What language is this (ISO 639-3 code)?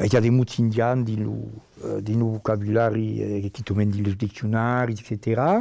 oci